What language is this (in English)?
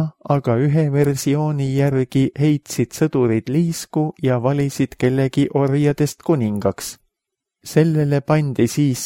Estonian